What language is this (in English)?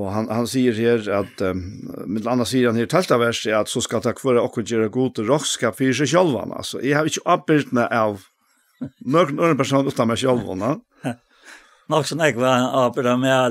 Faroese